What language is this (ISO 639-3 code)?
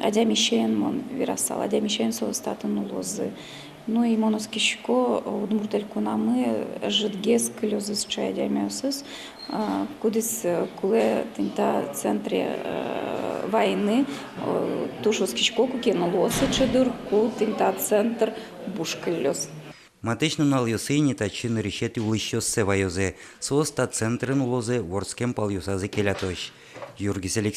udm